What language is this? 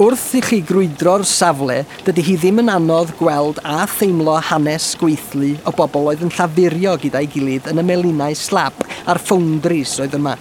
Welsh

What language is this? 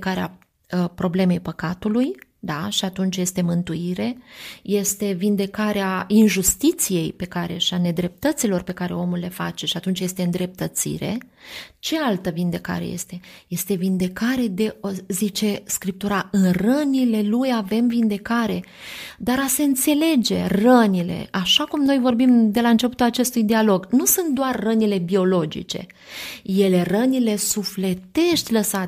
Romanian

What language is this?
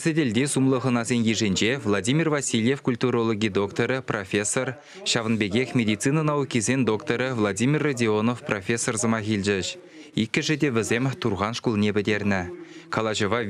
Chuvash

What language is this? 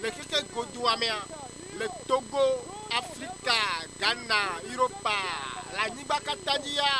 Ewe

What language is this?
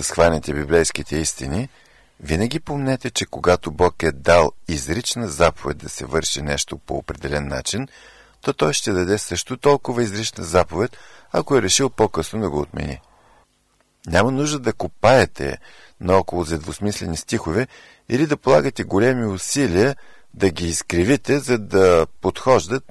Bulgarian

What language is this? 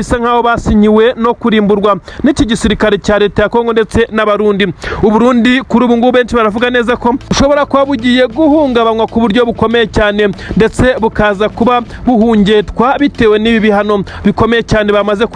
Kinyarwanda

